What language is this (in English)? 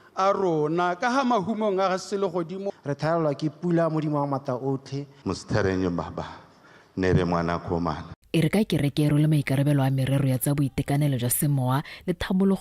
Tswana